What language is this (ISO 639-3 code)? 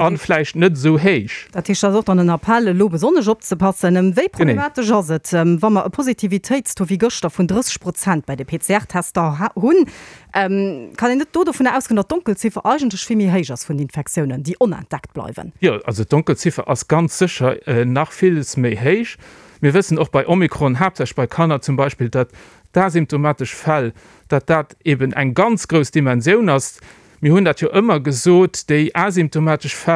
ltz